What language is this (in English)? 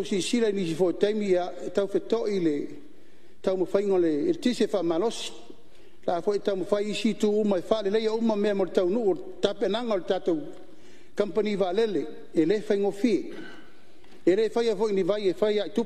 Samoan